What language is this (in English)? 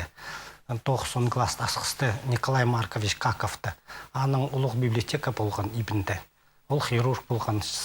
Khakas